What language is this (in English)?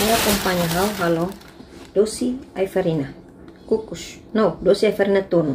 Tetum